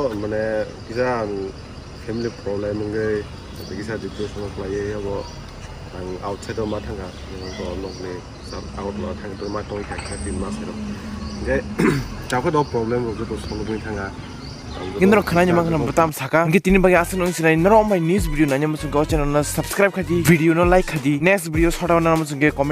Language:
Kok Borok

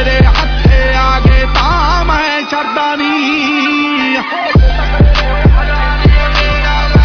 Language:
Punjabi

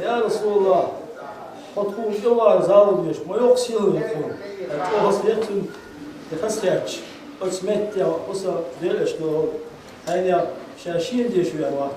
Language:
Chechen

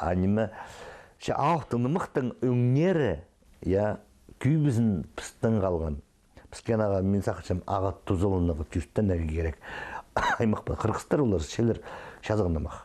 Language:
Khakas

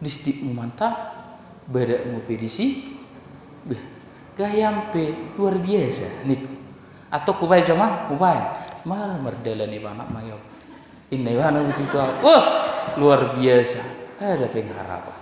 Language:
Batak Toba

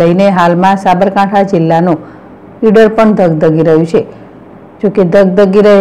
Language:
Gujarati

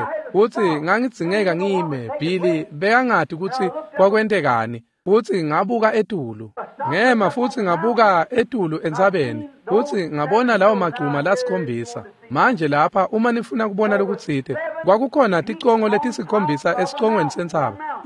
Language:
Swati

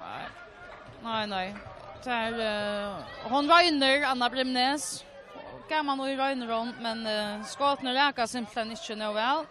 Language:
Faroese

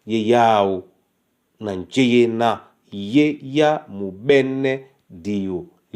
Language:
Duala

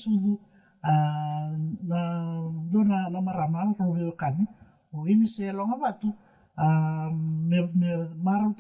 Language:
Fijian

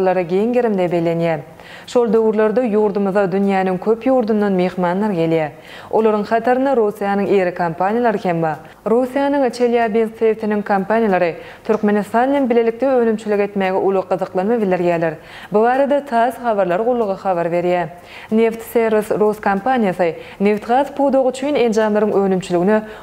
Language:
Turkmen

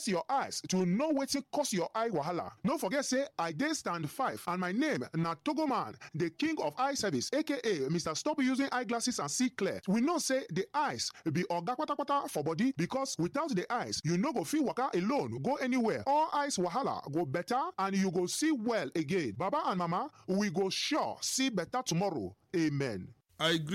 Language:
Nigerian Pidgin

